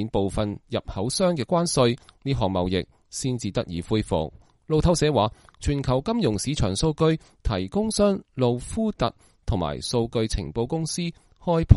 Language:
Cantonese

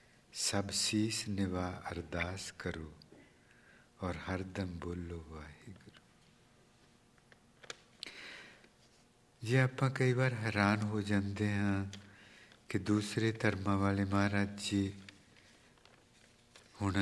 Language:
Punjabi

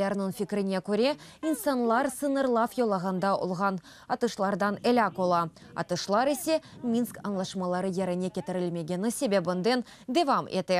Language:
Crimean Tatar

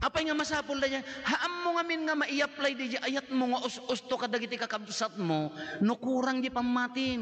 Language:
Iloko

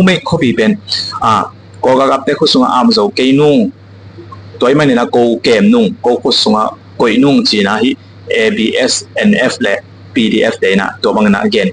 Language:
Tedim Chin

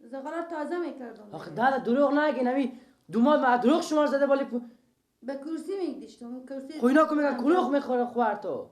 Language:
Persian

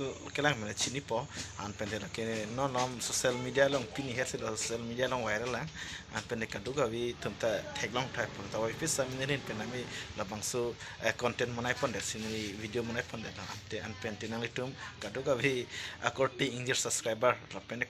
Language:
Karbi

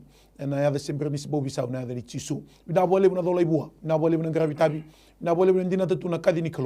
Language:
Fijian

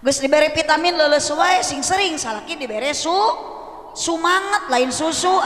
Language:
Sundanese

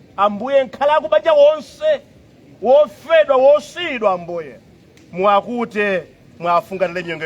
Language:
Nyanja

